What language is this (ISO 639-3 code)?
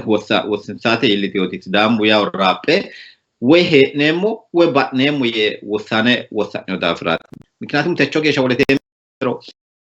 sid